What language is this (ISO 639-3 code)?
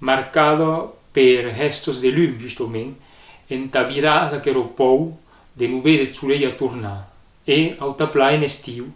oci